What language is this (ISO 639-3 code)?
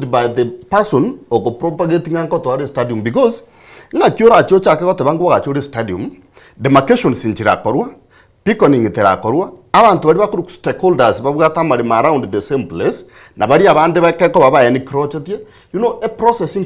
guz